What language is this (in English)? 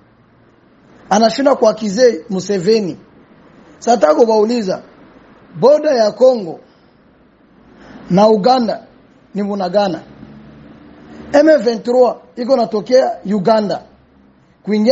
Swahili